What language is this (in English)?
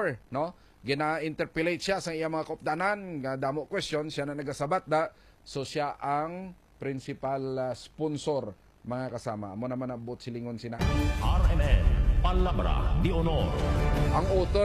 Hiligaynon